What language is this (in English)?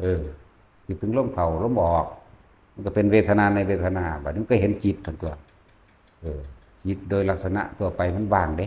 Lao